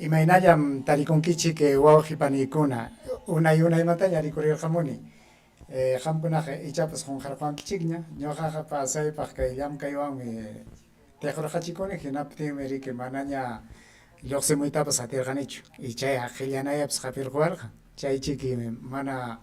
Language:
Ayacucho Quechua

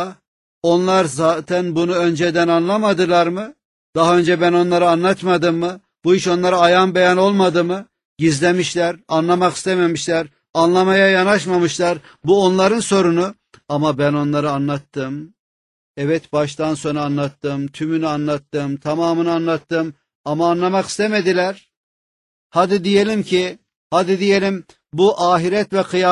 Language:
Turkish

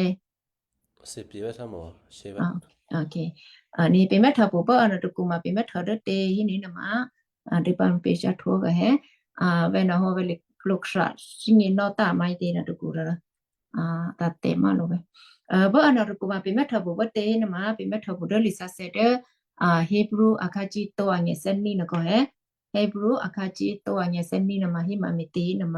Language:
Western Kayah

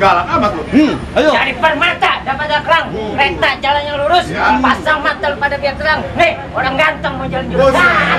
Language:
Betawi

